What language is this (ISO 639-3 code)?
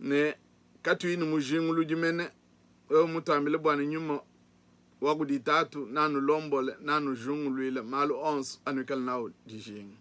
lua